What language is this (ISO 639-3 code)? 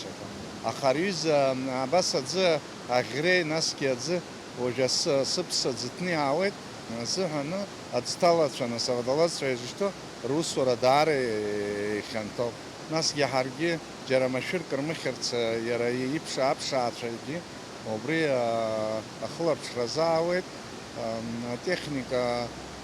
abk